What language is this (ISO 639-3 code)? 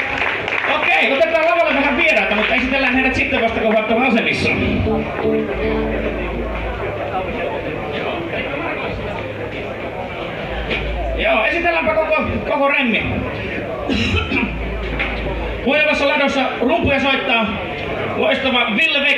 fin